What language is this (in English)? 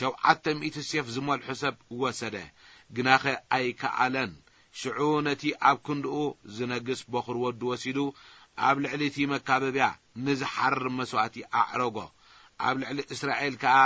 Tigrinya